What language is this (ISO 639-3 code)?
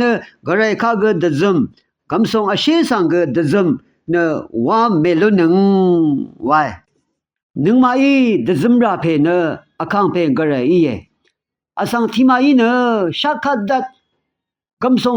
raw